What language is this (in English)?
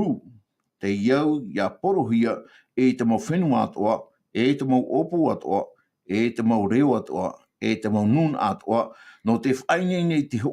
Tahitian